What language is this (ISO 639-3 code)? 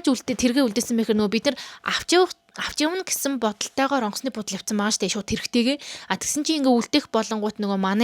mon